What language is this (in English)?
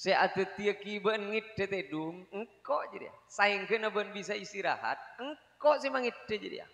Madurese